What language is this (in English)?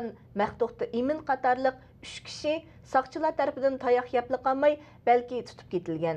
Uyghur